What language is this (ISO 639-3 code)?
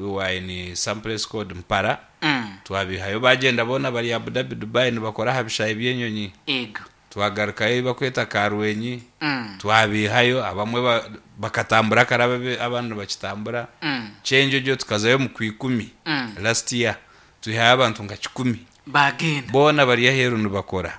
nyn